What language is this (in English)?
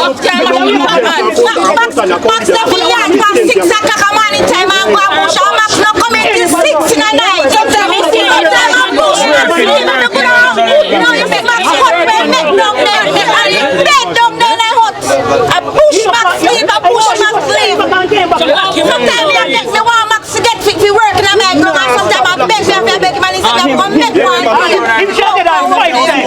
Jamaican Creole English